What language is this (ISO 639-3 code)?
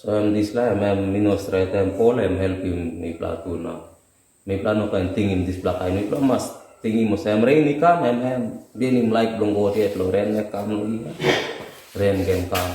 tpi